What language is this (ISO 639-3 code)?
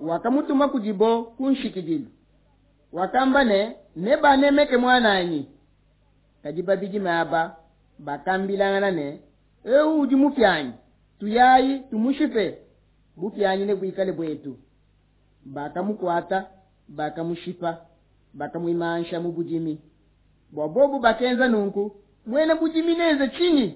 lua